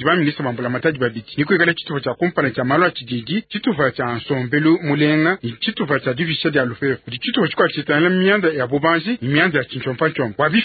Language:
Luba-Lulua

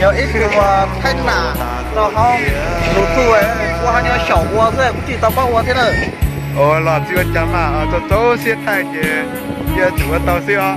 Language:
Hmong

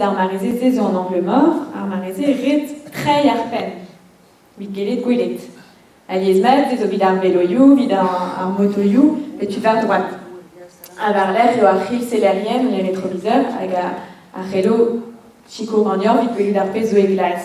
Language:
Breton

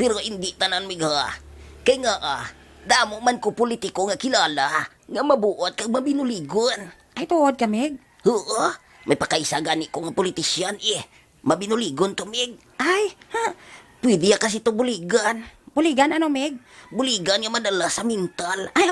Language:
Hiligaynon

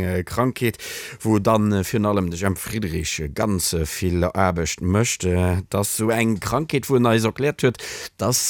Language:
Luxembourgish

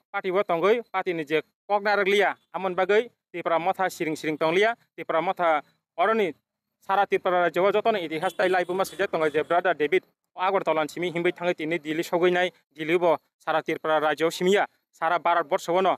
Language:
Kok Borok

